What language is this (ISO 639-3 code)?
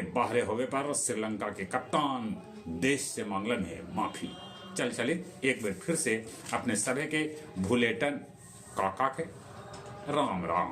mag